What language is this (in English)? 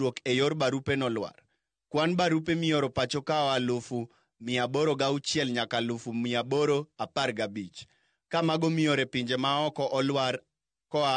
Luo (Kenya and Tanzania)